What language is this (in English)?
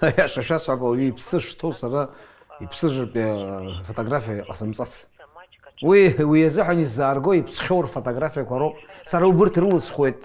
Abkhazian